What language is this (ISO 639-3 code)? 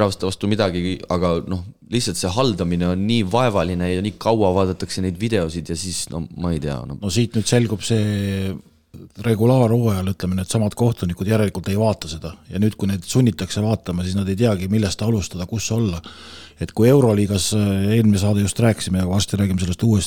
est